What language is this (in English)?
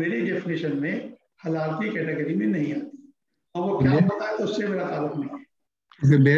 Urdu